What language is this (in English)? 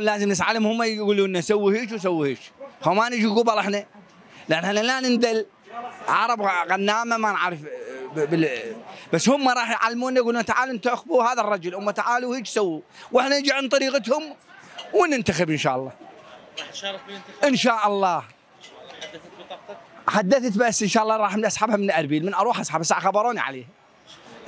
Mesopotamian Arabic